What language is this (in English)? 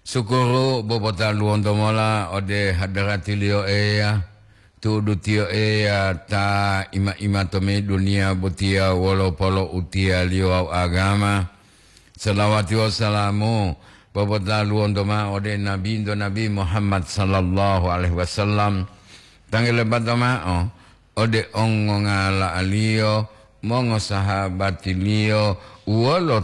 Gorontalo